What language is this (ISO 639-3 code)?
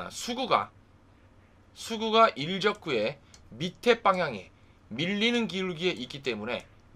kor